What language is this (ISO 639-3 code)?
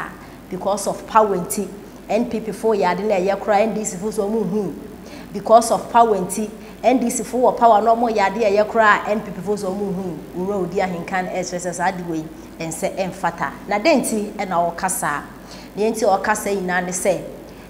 aka